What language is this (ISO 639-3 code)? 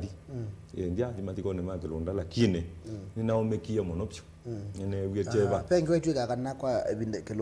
kam